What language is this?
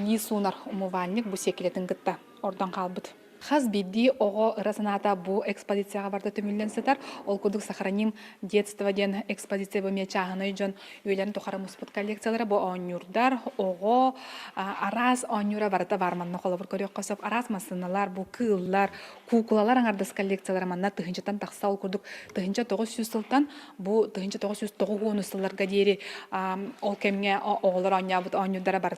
Yakut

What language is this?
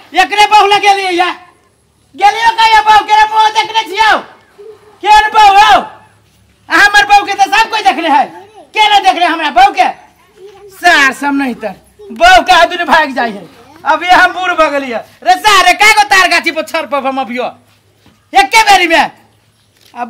Maithili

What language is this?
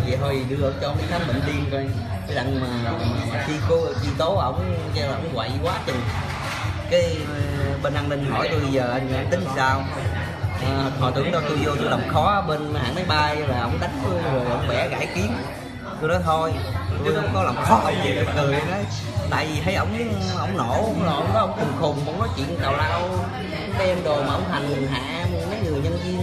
Vietnamese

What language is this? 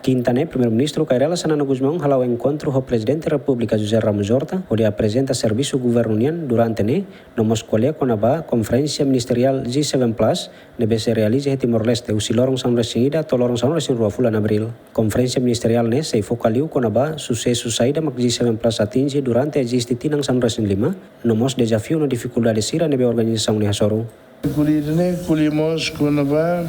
Tetum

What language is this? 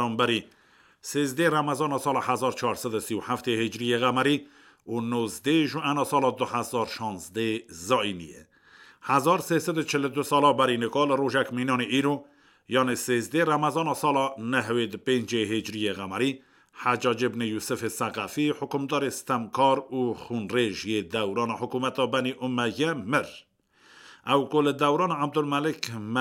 Kurdish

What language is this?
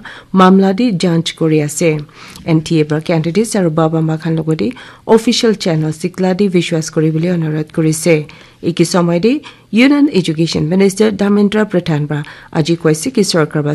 Naga Pidgin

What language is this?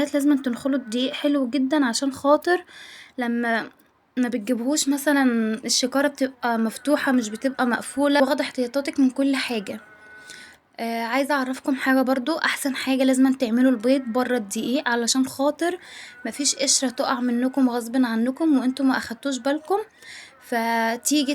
Egyptian Arabic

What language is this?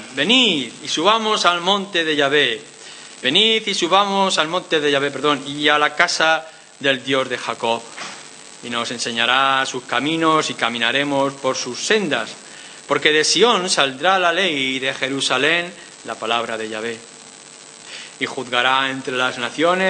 Spanish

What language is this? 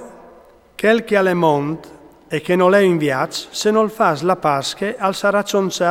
Friulian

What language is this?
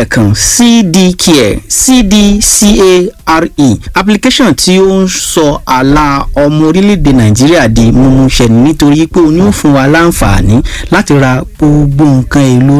Yoruba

